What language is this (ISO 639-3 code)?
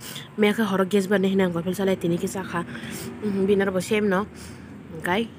trp